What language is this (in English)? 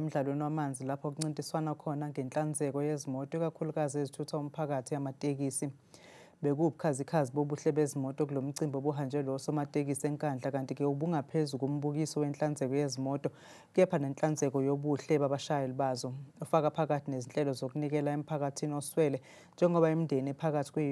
Zulu